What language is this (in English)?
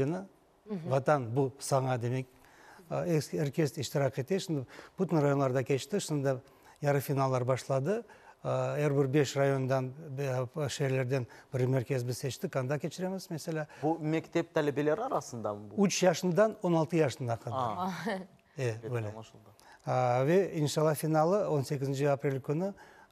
Crimean Tatar